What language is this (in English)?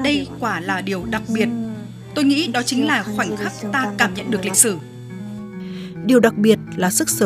Vietnamese